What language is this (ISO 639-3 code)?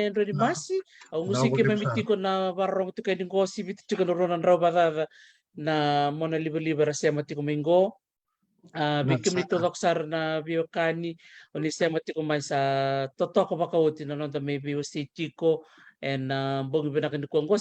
fij